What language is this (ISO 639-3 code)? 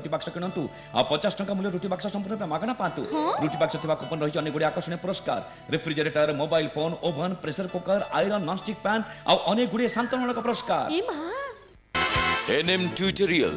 ori